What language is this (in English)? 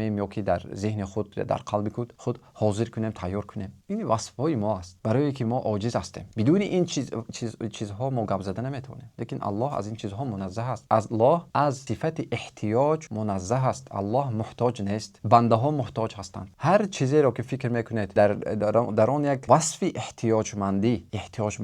Tajik